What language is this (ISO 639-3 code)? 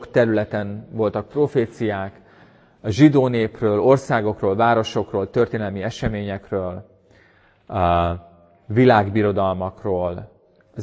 hun